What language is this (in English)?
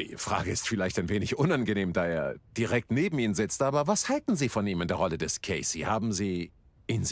Bavarian